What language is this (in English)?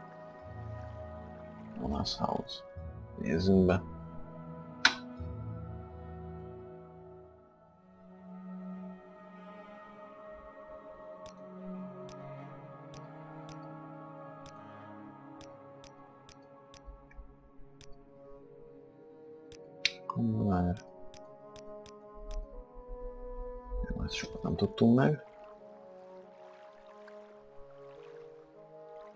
Hungarian